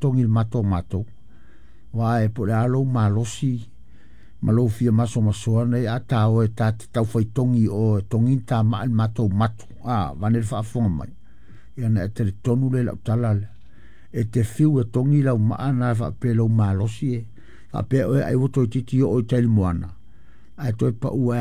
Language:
Samoan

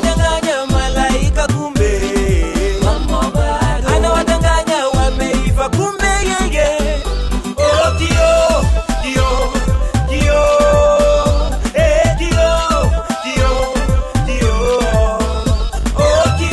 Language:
Swahili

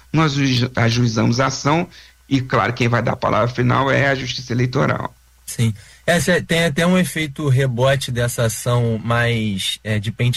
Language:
Portuguese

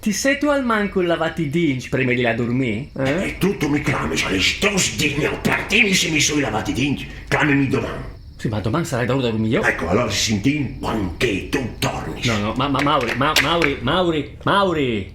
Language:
Friulian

